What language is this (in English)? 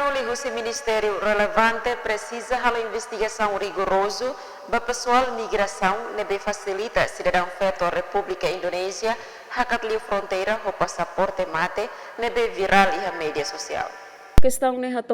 Tetum